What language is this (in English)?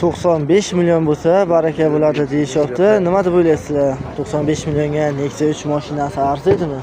Uzbek